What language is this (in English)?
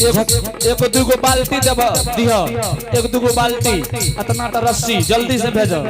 Angika